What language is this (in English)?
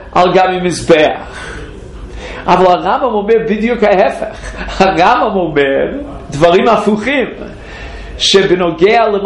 Hebrew